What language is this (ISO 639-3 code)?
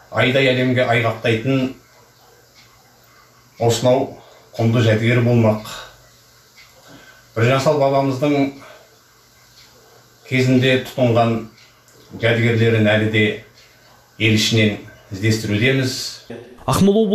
kaz